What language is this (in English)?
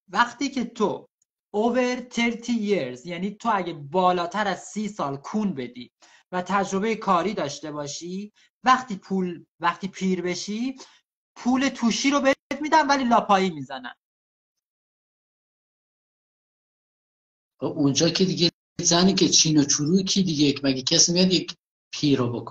Persian